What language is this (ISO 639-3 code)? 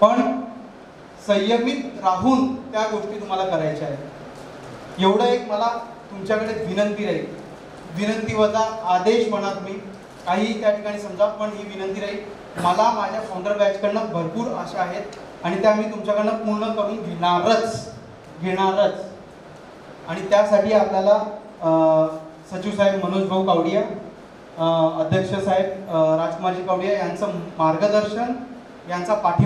mar